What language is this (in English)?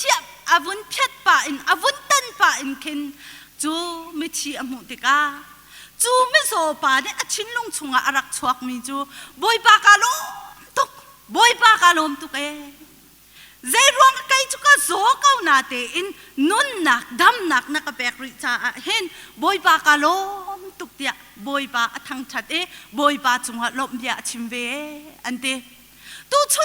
Hakha Chin